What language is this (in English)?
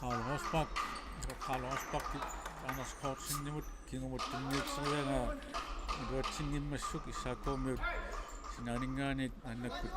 Kalaallisut